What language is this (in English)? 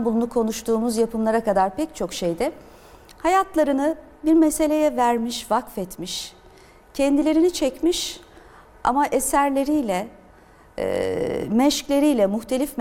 Turkish